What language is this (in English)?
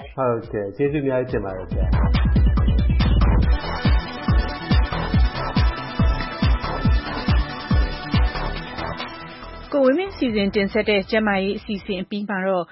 Burmese